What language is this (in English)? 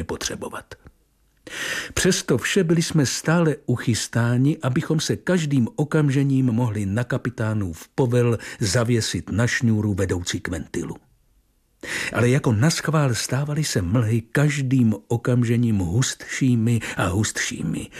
Czech